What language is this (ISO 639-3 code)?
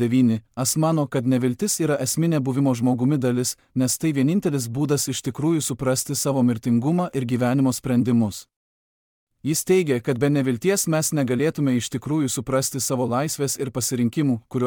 lit